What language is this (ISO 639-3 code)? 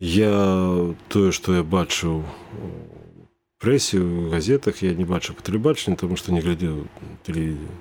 bel